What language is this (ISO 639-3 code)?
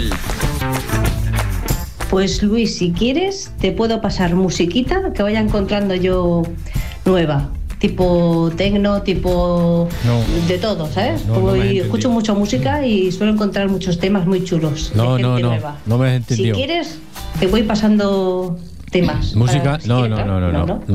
spa